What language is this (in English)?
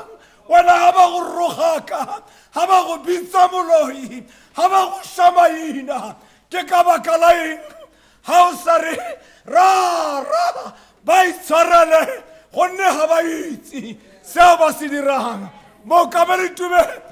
Tswana